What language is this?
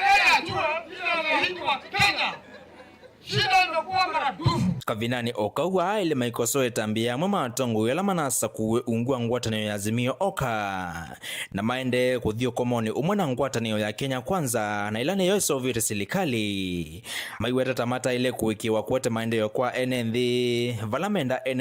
Kamba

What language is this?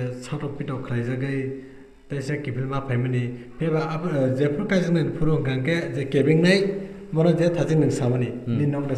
Kok Borok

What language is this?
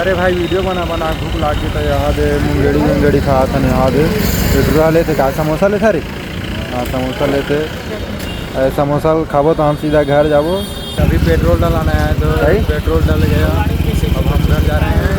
Chhattisgarhi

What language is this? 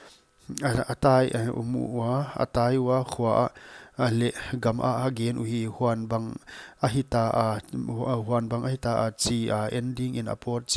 Paite Chin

